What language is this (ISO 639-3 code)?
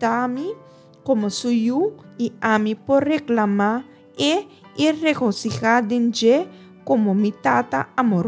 pap